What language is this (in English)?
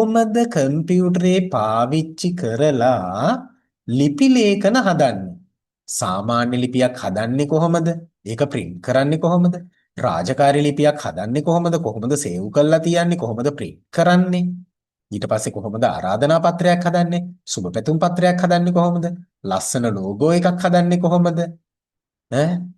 Sinhala